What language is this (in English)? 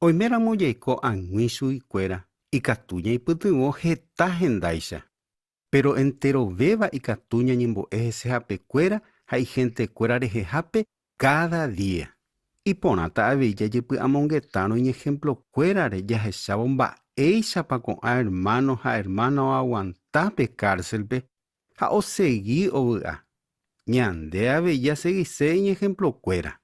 Guarani